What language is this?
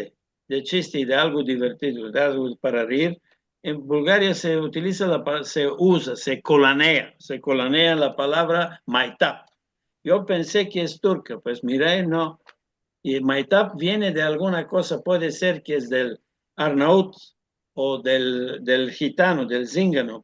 Ladino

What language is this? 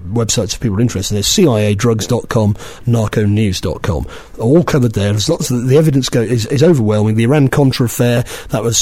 English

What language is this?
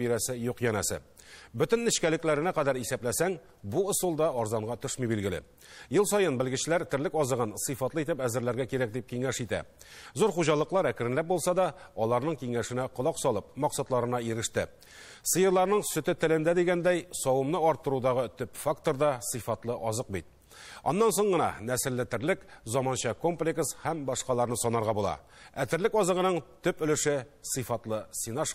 Tatar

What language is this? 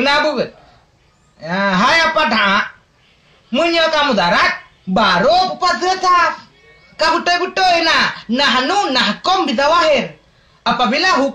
Achinese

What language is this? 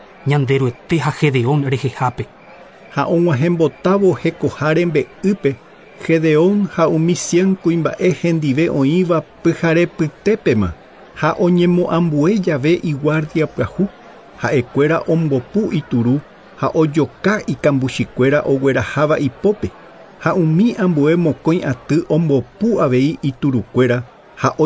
Guarani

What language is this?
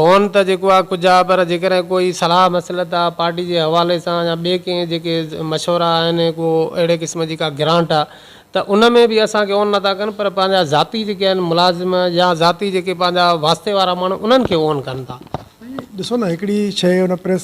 Sindhi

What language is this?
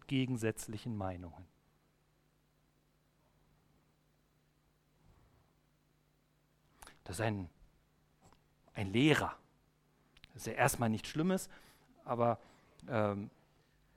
German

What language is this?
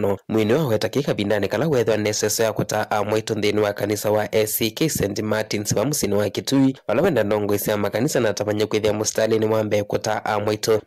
Kamba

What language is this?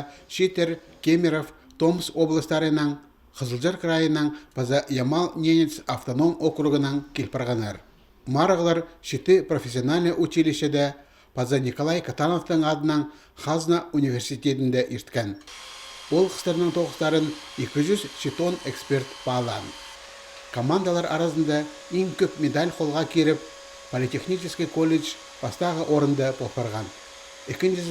Khakas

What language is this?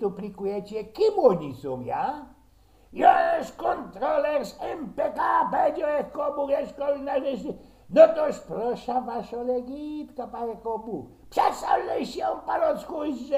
Silesian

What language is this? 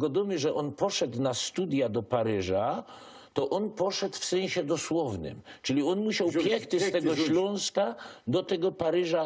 Silesian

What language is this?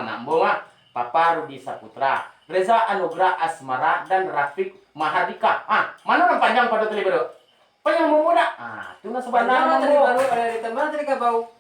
Minangkabau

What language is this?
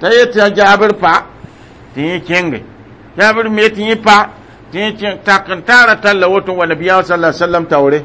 Mossi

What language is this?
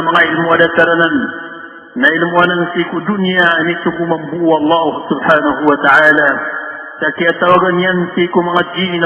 Maranao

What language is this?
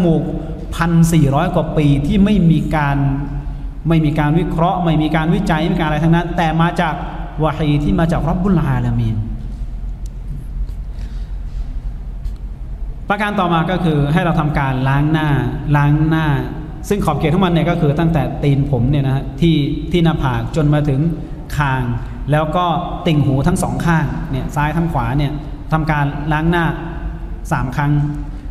Thai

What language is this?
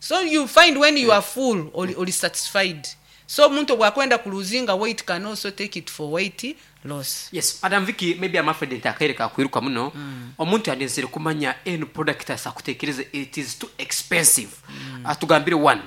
Nyankole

